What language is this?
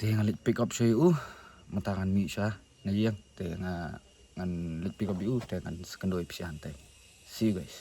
Khasi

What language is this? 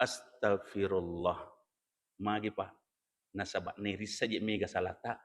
Buginese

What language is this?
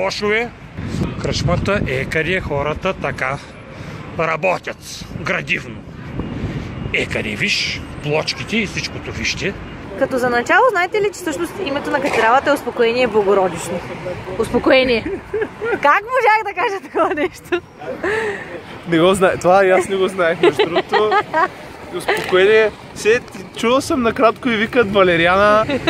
Bulgarian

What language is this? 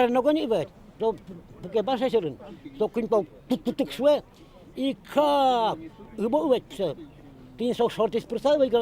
Udmurt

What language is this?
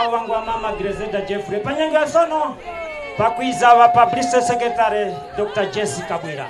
Nyanja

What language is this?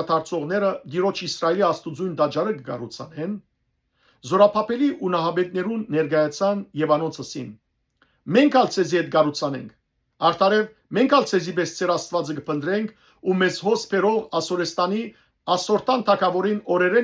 Western Armenian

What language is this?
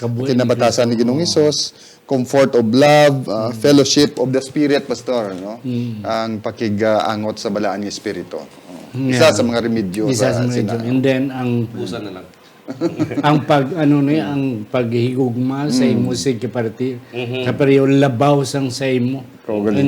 Hiligaynon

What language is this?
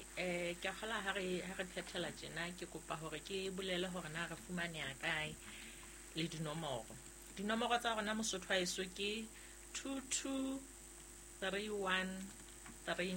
Southern Sotho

